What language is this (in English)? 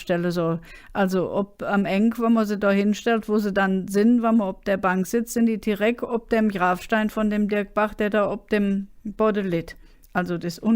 Colognian